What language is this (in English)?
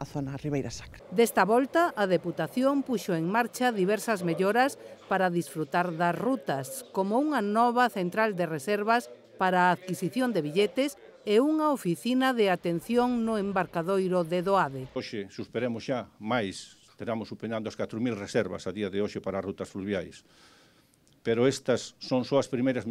Galician